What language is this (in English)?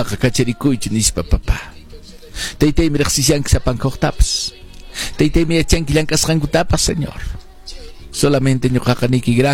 Quechua